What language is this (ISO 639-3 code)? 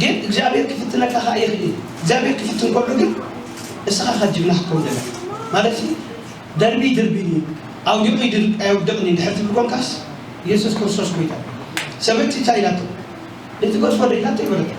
tir